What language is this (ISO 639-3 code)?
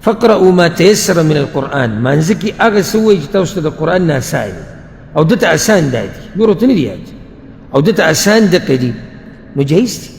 pus